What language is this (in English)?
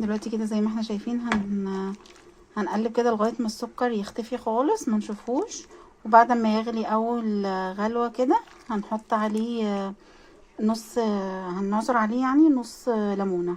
Egyptian Arabic